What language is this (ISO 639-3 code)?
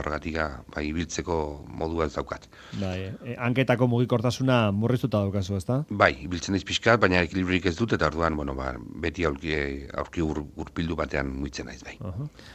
eus